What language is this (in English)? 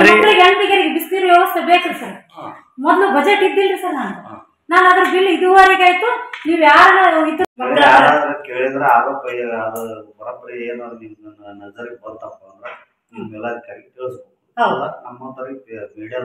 Kannada